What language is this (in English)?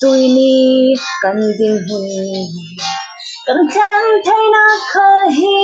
Falam Chin